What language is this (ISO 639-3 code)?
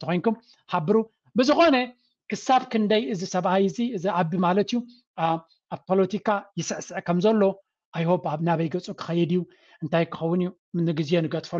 tir